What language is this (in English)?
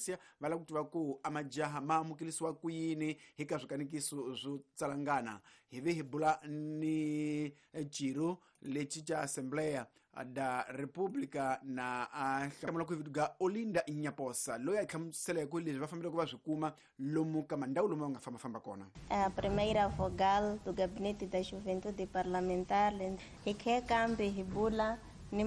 Tsonga